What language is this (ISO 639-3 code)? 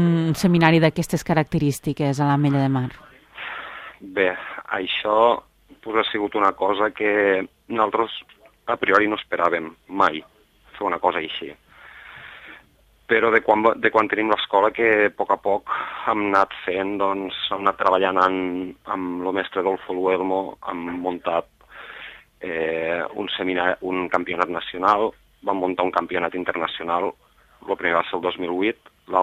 cat